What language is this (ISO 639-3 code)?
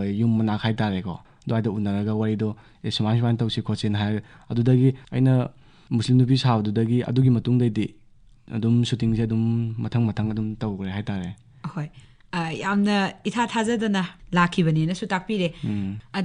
mni